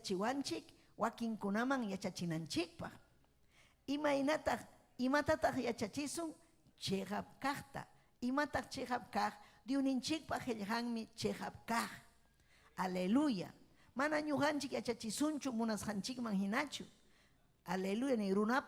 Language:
Ayacucho Quechua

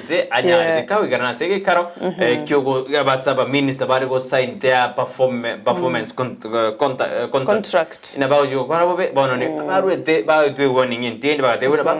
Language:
Gusii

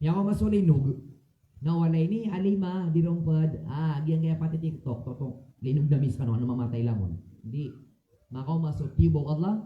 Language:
Maranao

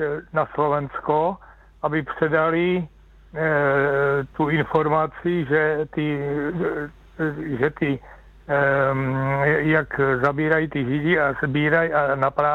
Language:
Czech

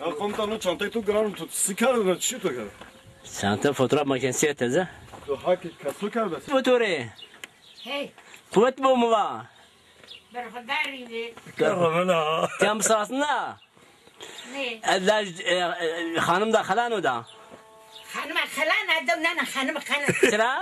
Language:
Zaza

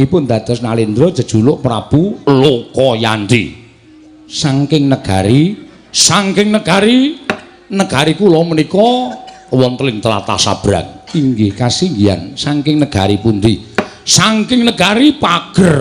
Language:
Javanese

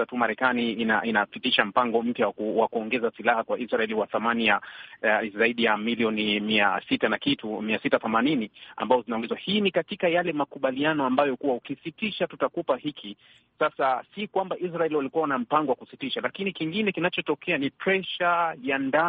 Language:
Swahili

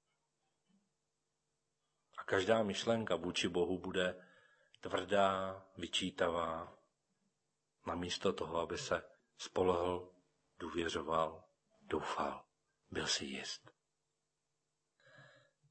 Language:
Czech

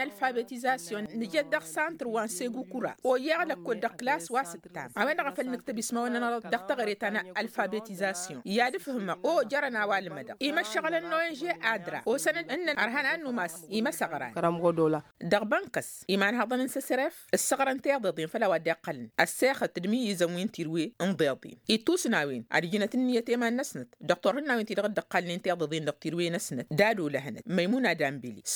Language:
Tamasheq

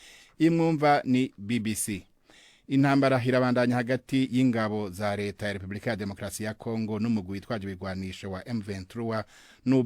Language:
Rundi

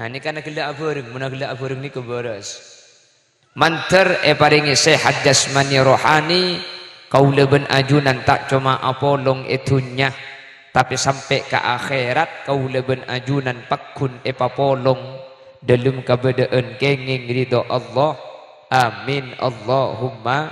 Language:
Madurese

